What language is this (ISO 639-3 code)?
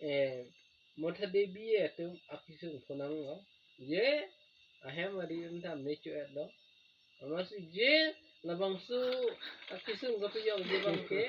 mjw